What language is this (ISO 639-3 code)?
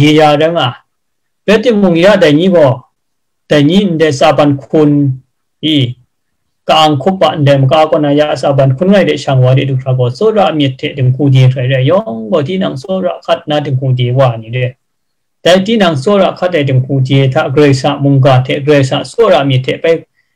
kac